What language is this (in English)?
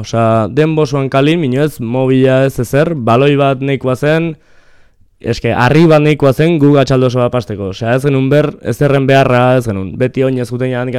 Basque